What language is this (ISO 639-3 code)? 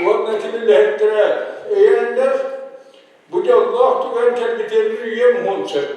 sah